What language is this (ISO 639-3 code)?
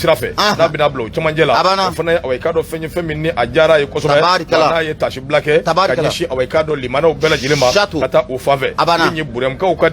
bam